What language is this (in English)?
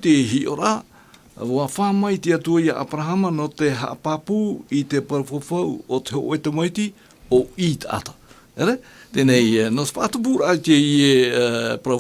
Tahitian